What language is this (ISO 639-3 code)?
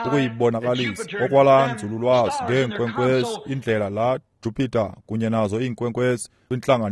xho